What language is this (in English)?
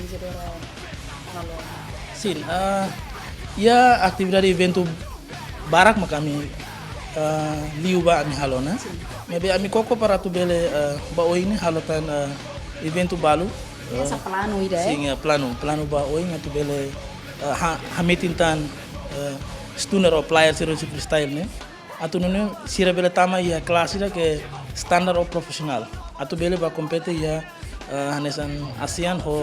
Tetum